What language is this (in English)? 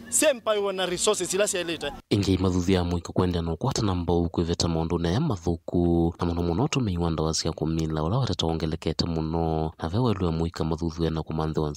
Kamba